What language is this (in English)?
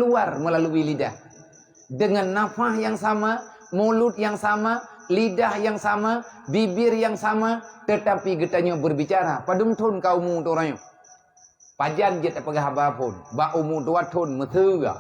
Achinese